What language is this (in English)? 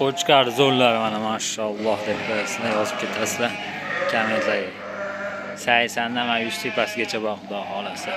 Uzbek